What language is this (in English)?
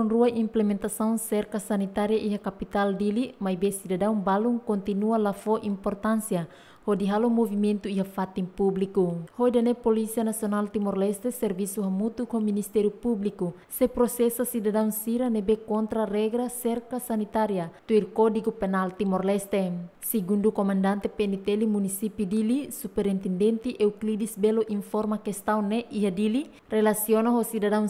Tetum